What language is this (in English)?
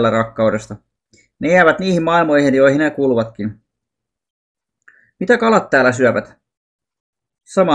Finnish